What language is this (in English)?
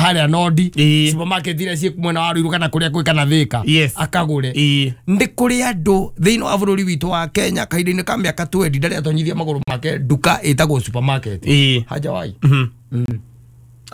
Kikuyu